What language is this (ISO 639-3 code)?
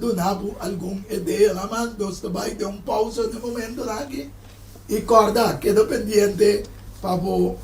pap